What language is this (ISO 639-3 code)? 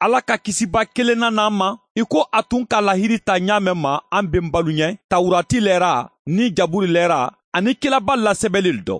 bam